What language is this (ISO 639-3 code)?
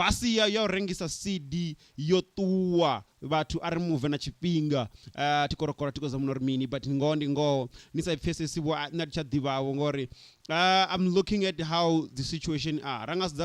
ven